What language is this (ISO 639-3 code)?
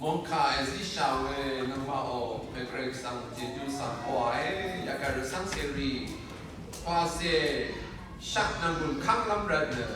raw